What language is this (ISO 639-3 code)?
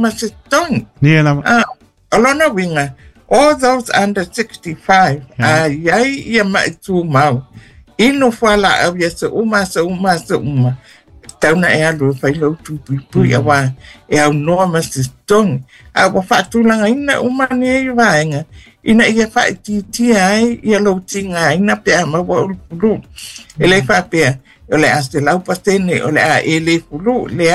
smo